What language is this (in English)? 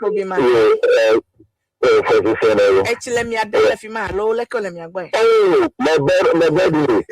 Ewe